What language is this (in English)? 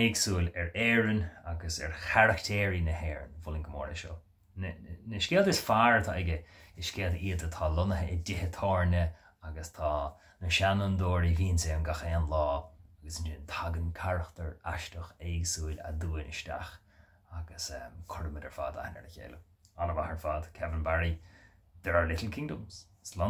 Irish